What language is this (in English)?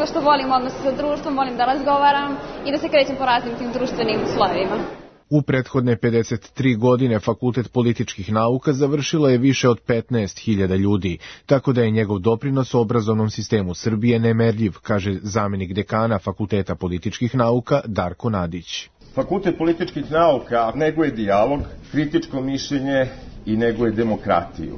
Serbian